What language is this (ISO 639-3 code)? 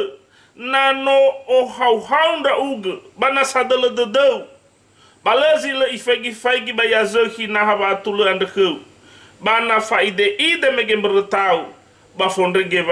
nia